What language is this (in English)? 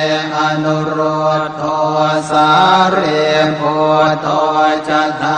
Pali